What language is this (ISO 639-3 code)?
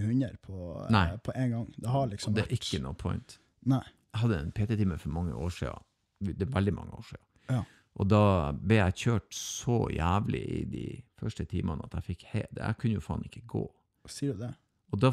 nor